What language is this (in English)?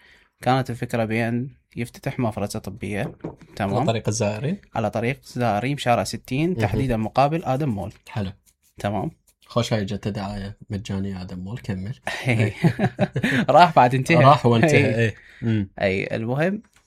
Mesopotamian Arabic